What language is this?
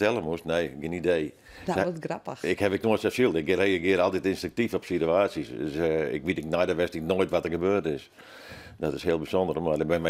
Western Frisian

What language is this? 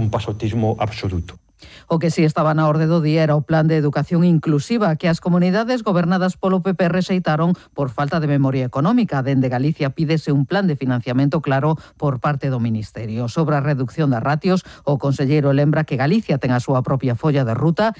Galician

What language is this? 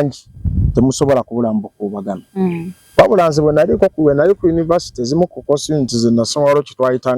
Ganda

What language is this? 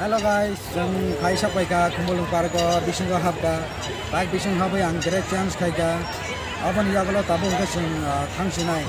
Kok Borok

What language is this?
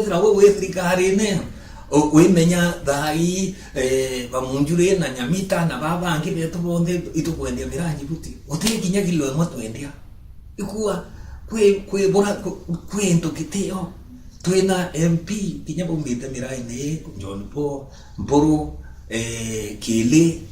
Meru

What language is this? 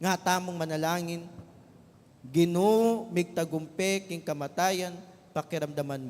Pampanga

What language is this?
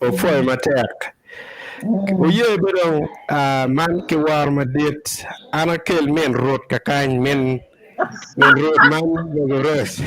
Acoli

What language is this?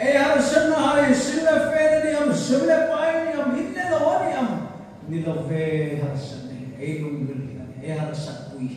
Hmar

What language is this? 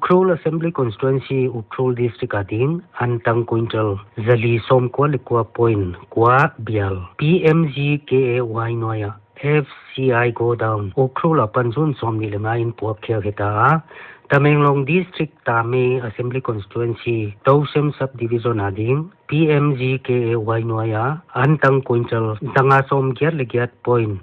Paite Chin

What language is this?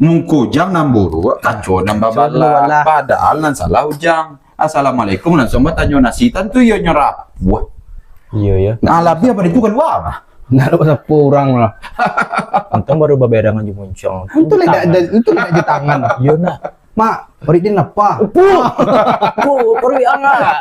Minangkabau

